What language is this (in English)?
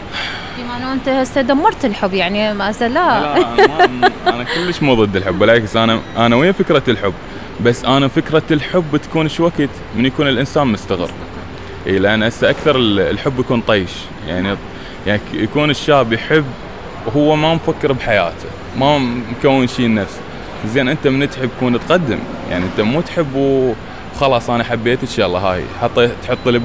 Mesopotamian Arabic